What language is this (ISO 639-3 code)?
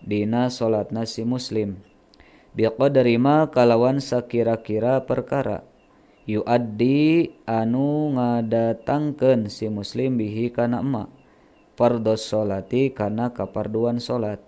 sun